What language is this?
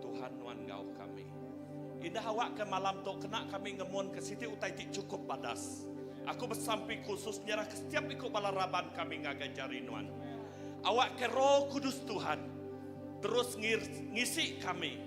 Iban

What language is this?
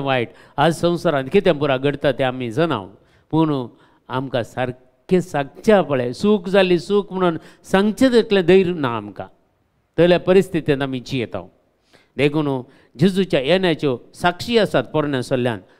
Konkani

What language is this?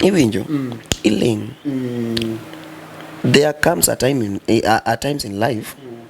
Luo (Kenya and Tanzania)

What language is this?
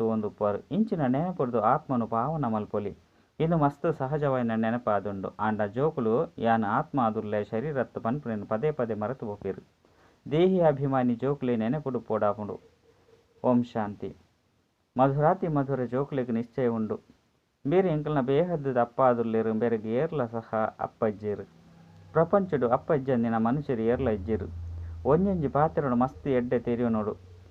Tulu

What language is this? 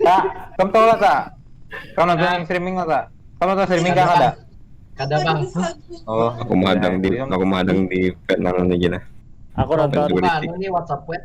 Banjar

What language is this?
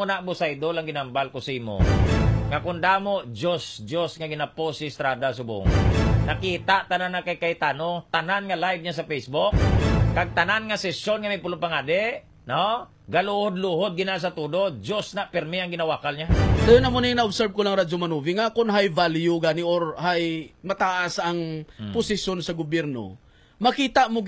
Hiligaynon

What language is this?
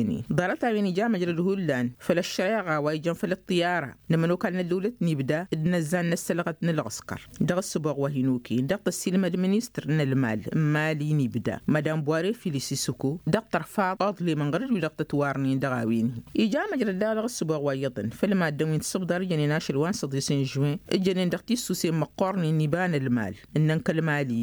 Tamasheq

